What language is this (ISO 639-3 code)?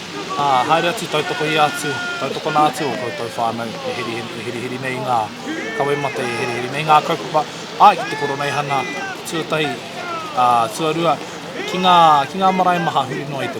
mri